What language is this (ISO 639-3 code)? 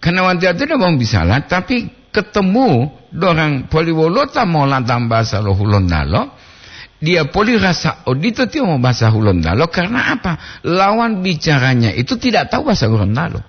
gor